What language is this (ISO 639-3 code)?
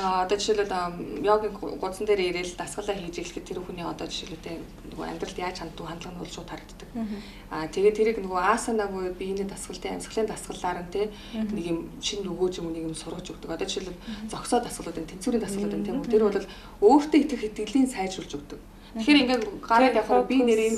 mon